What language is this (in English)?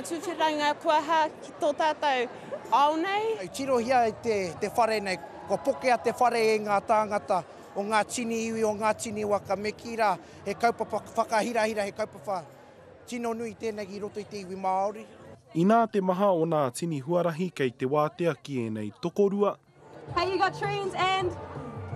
Māori